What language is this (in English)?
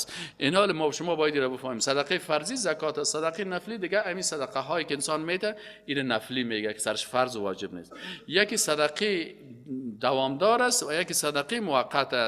Persian